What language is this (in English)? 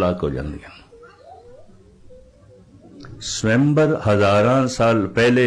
Punjabi